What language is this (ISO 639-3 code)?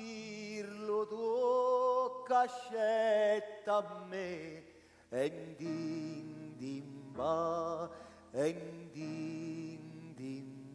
nap